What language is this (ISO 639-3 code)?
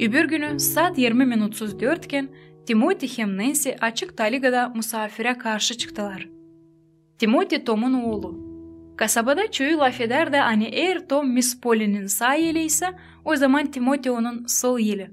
gag